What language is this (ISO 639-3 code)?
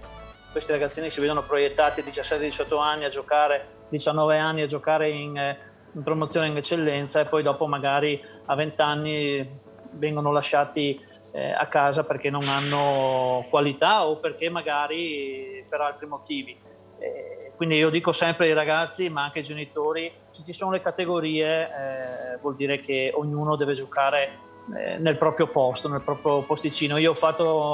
ita